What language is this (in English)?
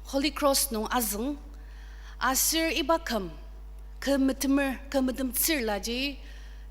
Ao Naga